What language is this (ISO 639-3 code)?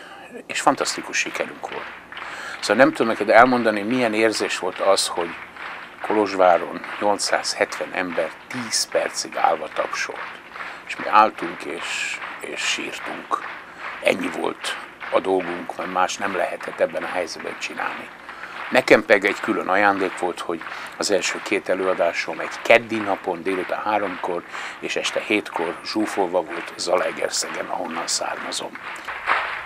hun